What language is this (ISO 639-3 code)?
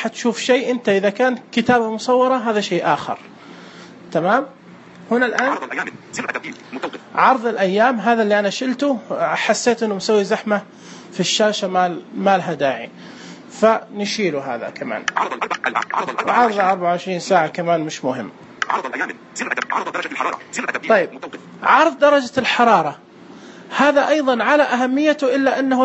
ars